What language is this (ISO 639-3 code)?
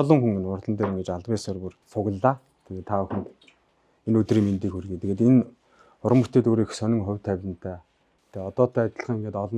mon